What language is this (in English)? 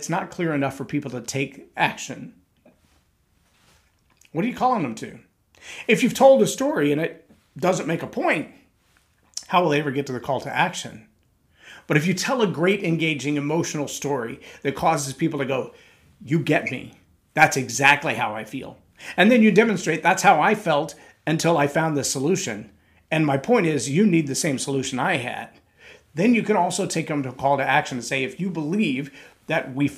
English